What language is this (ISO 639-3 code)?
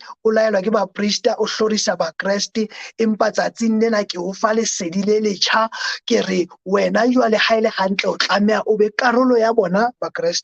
sot